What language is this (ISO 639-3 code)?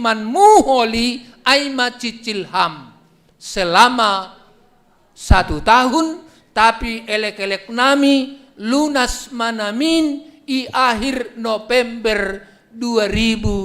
bts